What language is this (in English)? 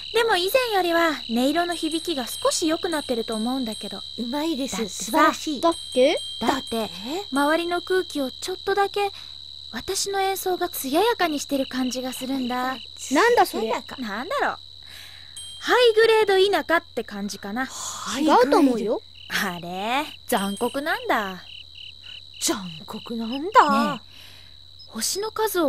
Japanese